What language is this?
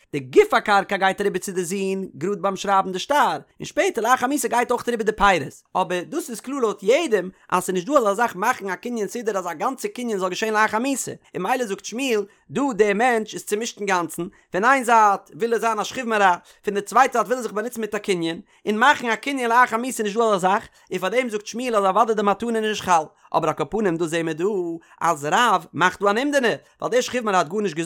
Yiddish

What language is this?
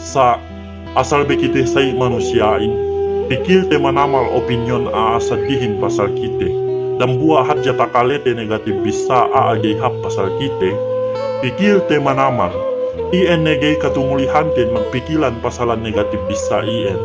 Yakan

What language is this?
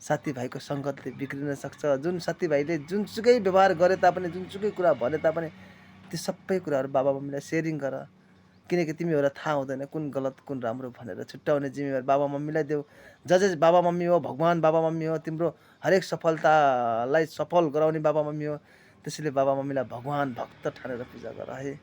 Nepali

